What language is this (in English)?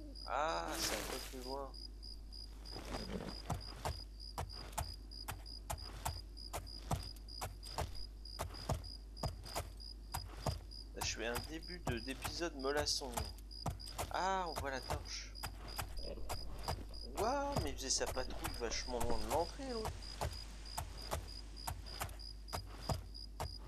French